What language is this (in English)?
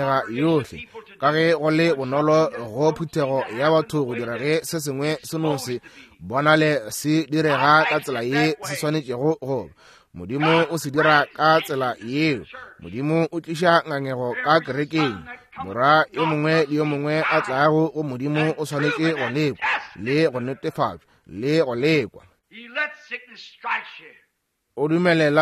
Northern Sotho